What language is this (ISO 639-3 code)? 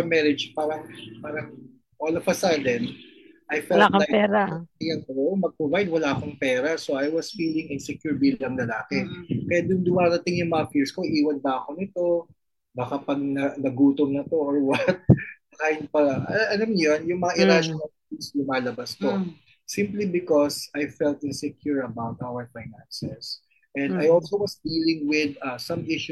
fil